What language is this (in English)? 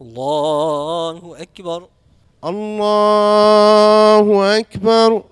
Moroccan Arabic